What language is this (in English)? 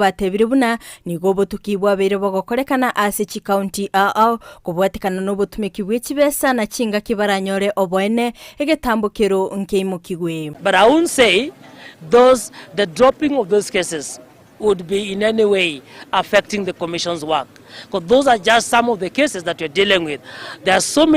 Gusii